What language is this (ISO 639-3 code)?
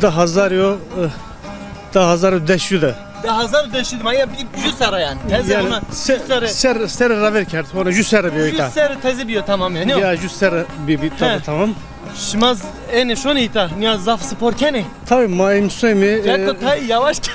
zza